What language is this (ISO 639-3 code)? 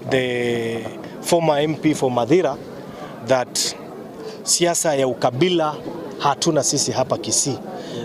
guz